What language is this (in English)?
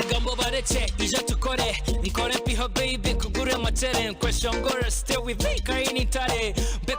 Nyankole